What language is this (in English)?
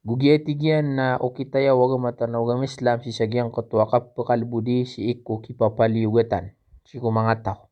Maranao